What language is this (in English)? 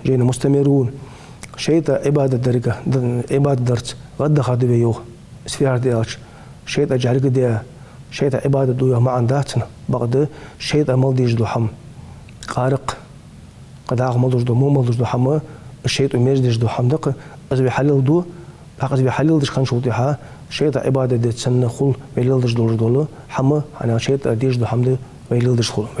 Ingush